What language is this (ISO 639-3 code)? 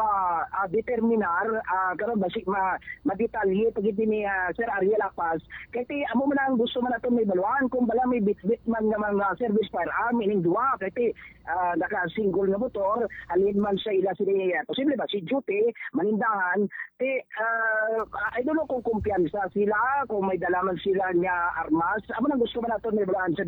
hil